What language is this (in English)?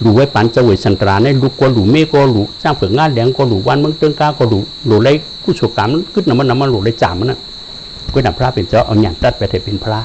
Shan